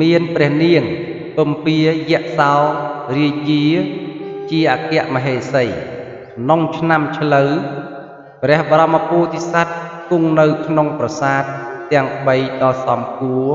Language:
Khmer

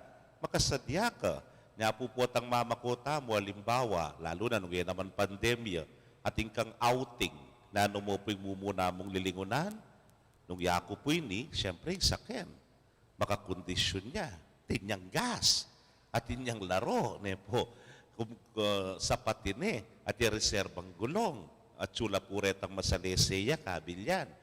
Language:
Pampanga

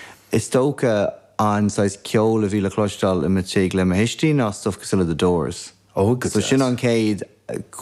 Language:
Irish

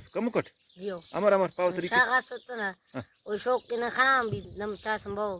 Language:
Brahui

